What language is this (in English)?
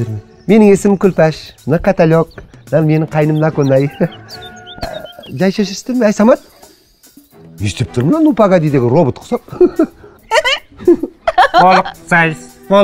Kazakh